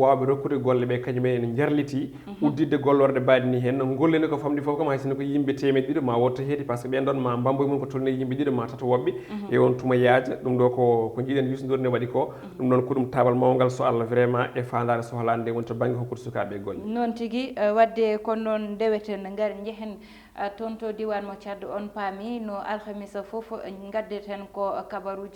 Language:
Fula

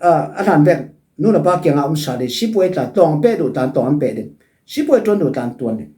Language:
Falam Chin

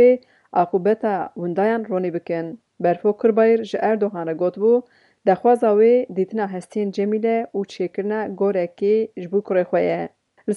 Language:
Kurdish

